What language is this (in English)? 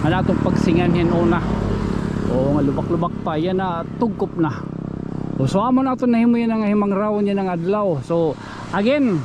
Waray